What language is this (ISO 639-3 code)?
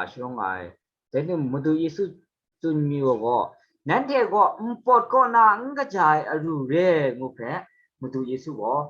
kac